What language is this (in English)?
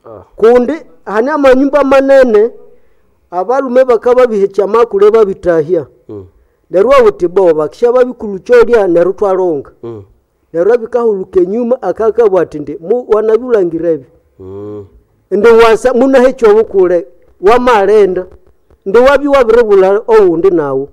Nande